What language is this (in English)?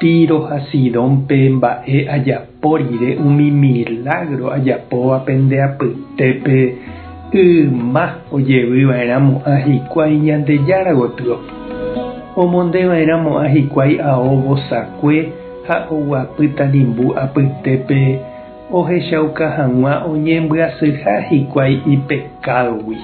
Guarani